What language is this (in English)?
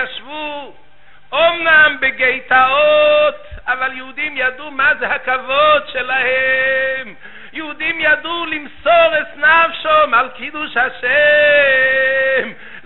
Hebrew